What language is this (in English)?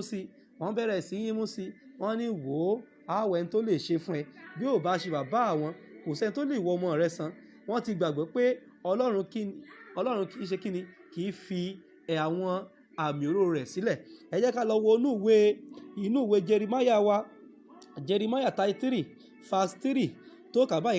Yoruba